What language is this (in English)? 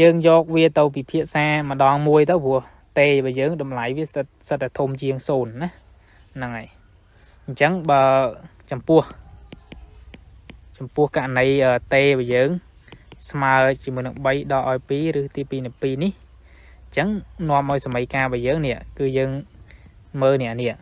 Khmer